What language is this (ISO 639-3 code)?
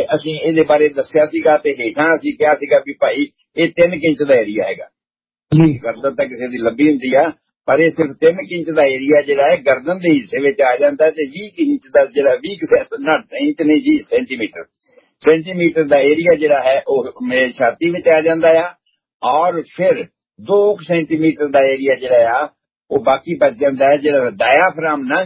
pan